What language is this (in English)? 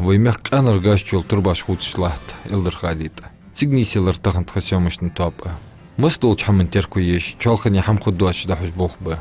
Ingush